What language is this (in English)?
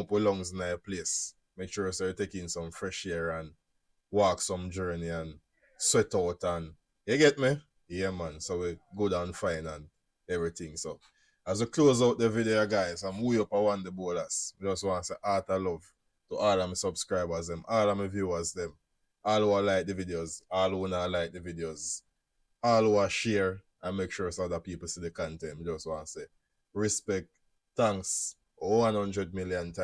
Jamaican Creole English